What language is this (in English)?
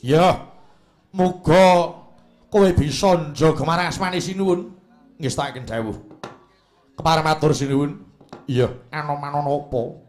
Javanese